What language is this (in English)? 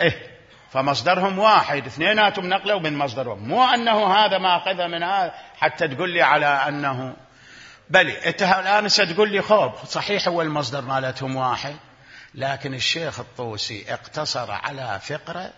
Mesopotamian Arabic